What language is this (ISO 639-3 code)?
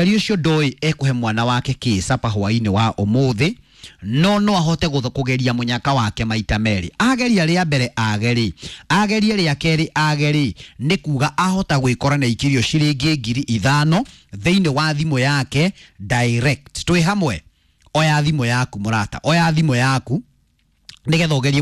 kik